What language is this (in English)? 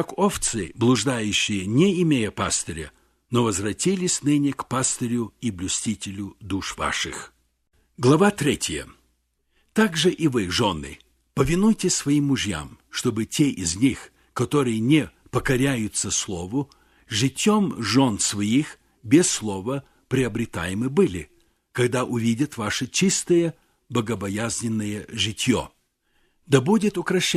Russian